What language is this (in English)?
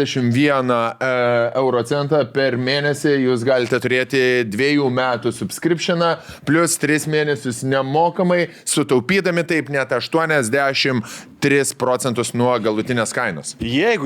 Lithuanian